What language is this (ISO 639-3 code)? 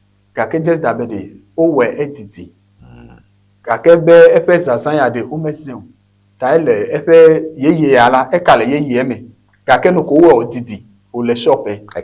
ewe